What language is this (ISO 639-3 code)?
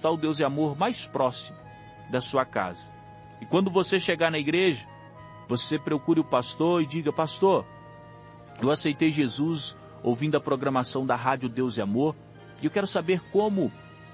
por